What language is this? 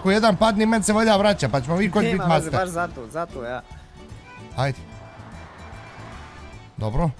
Bosnian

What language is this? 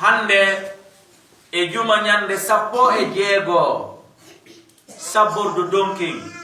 Fula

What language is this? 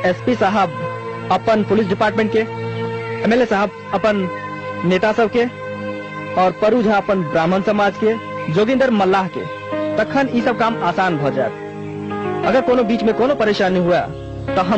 Maithili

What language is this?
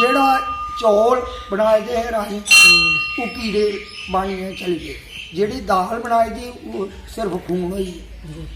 Dogri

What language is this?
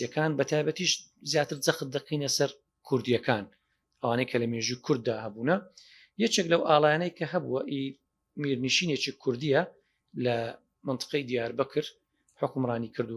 Central Kurdish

